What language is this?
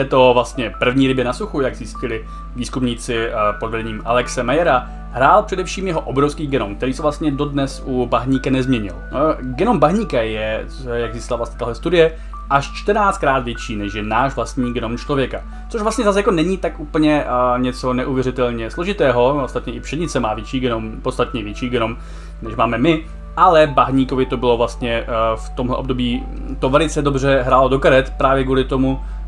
Czech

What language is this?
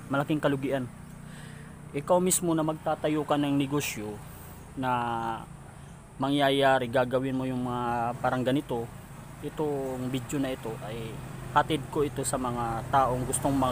Filipino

